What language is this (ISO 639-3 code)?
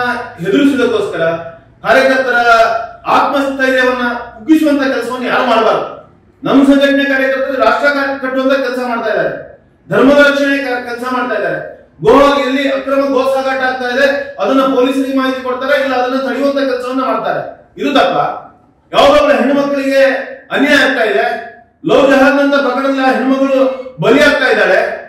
kan